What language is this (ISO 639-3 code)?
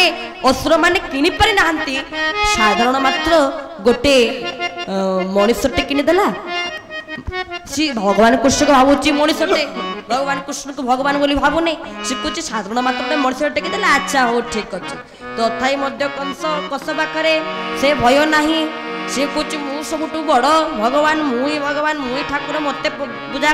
ori